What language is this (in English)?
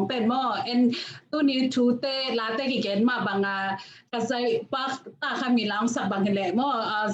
Tedim Chin